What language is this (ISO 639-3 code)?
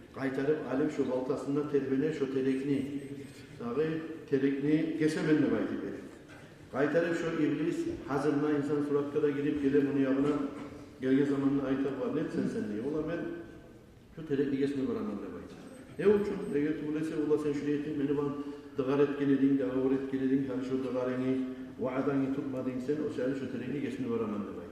kum